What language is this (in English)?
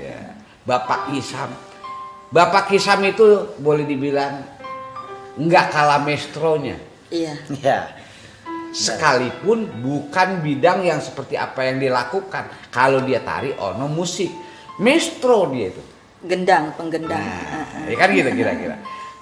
Betawi